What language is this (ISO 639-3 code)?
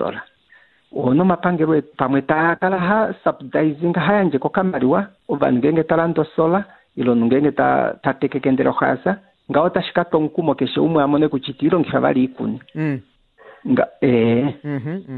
kua